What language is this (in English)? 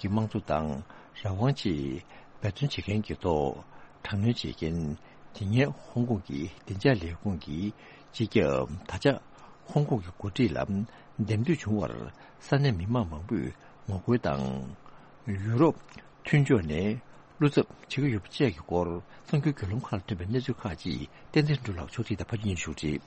Tibetan